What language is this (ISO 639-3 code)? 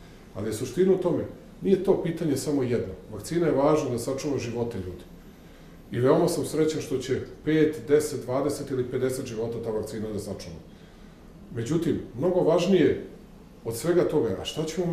srp